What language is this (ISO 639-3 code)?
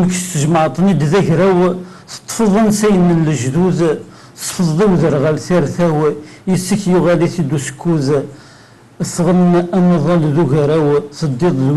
kab